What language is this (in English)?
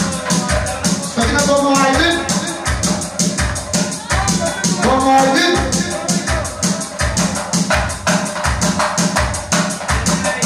Romanian